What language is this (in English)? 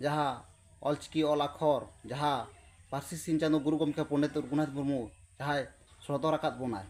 Santali